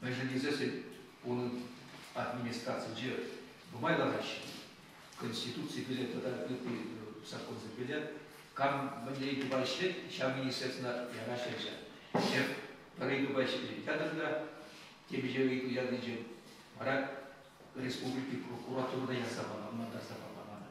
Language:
Chuvash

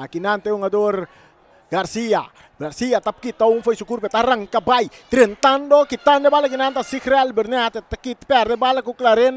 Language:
Papiamento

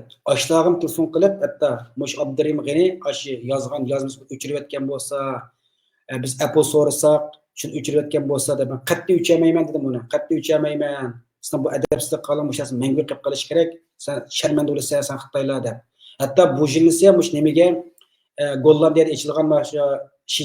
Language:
Uyghur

